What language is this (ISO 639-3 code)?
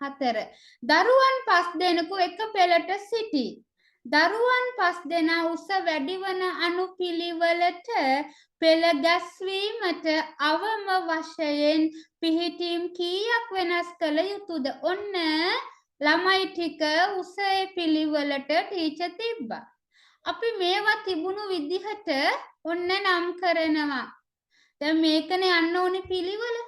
sin